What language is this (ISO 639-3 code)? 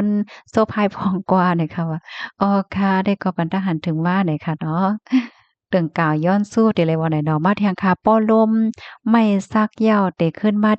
shn